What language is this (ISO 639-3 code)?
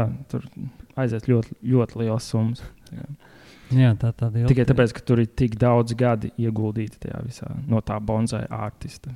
lav